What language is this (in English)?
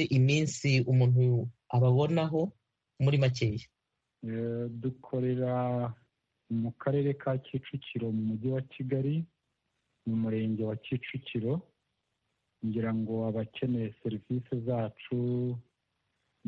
Kinyarwanda